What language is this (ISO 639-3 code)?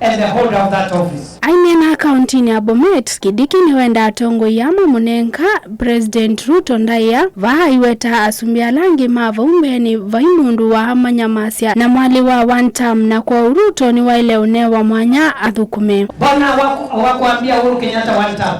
kam